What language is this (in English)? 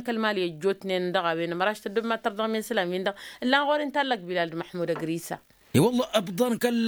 Tamasheq